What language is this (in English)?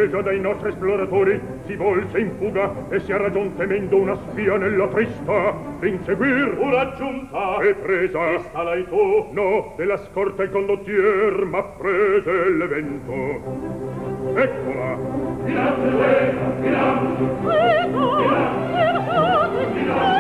Italian